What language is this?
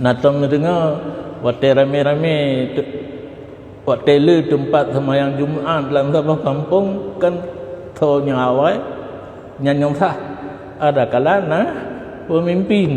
Achinese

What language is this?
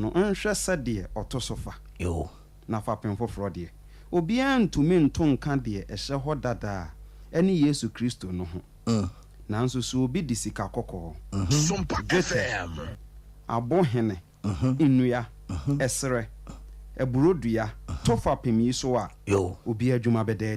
Akan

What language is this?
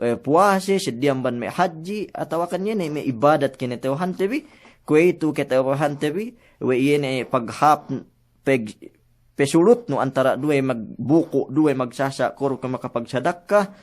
Yakan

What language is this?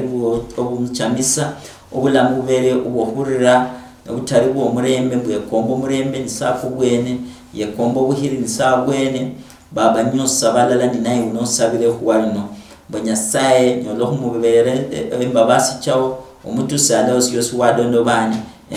Luyia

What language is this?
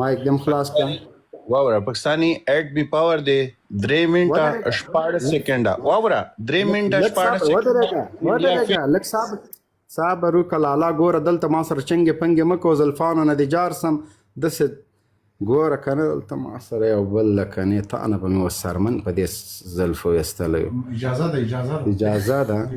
Pashto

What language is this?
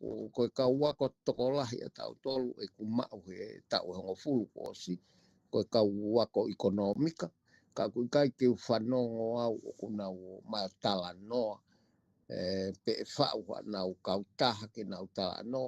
Tongan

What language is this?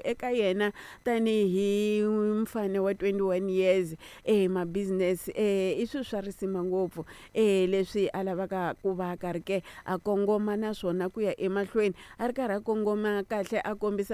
Tsonga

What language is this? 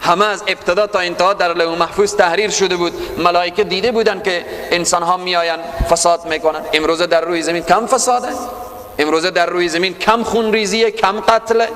Persian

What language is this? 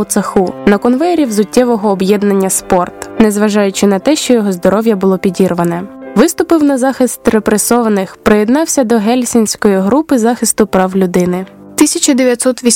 Ukrainian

